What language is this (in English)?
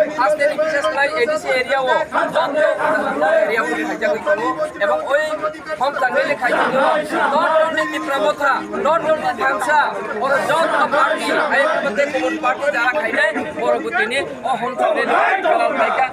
Kok Borok